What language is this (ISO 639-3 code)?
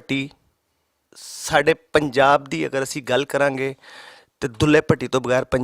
lah